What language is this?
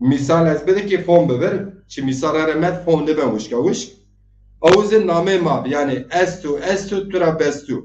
Zaza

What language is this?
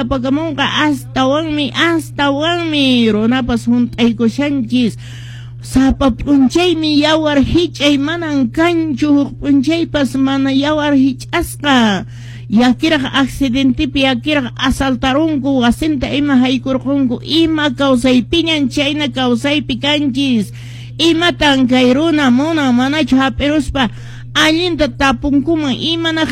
Quechua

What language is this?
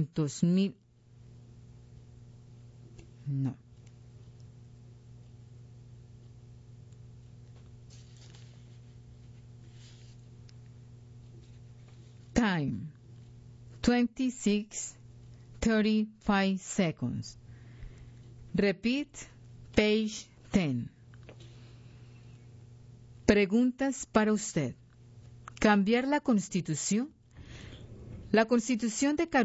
Spanish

